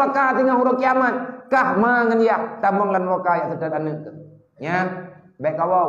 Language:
Achinese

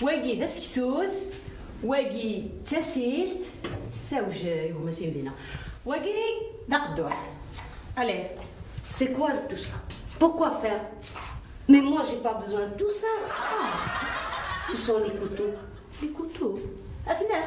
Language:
Kabyle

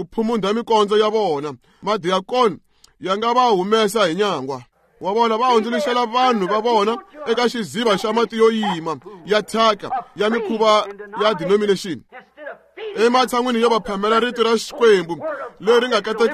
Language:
Tsonga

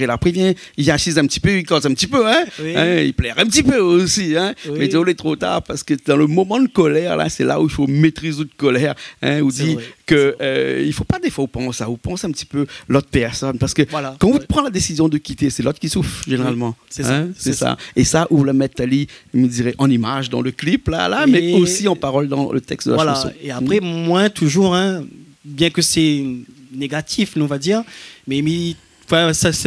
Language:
Réunion Creole French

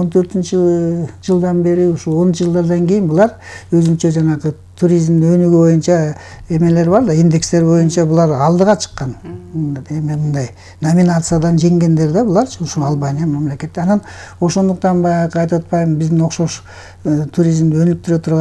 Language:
Kyrgyz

